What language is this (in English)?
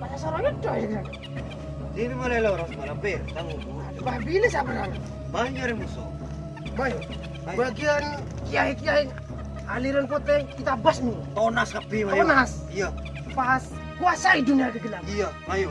Madurese